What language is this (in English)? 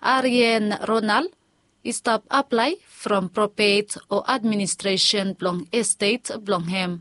Bislama